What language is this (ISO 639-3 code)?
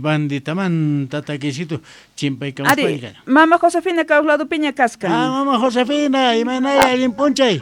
quh